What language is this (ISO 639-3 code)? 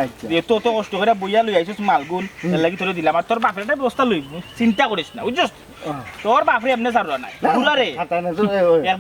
syl